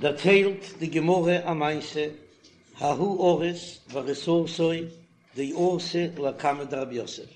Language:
Yiddish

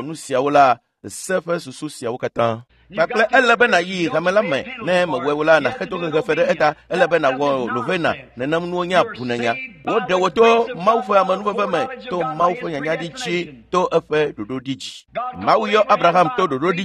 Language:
Ewe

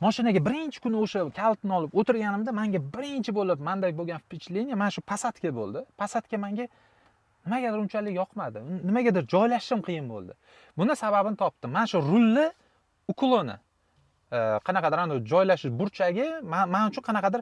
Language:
Uzbek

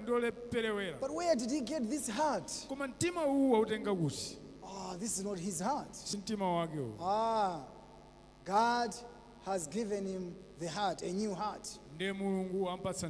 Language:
Nyanja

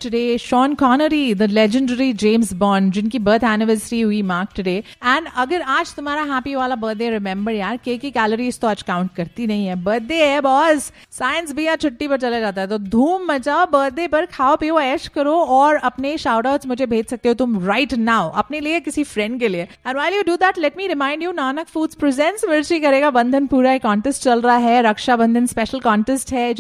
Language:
Hindi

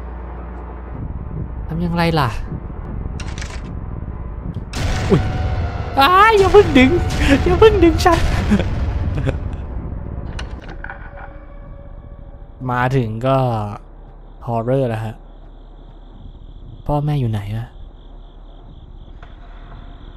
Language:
Thai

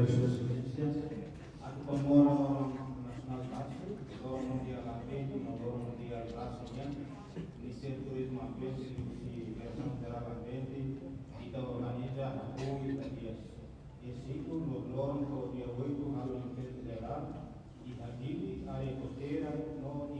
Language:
Tetum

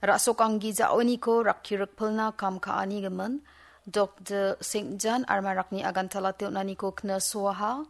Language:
Garo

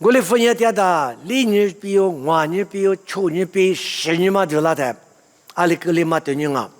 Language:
Lisu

